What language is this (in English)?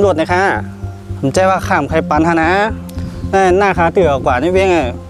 Shan